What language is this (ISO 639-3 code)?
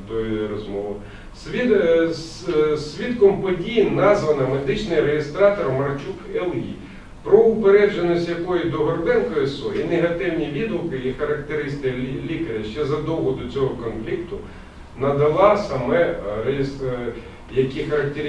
ukr